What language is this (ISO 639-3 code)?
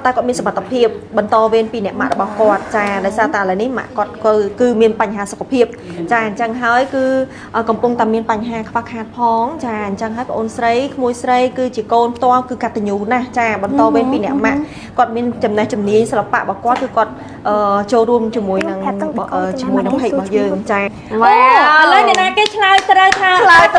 khm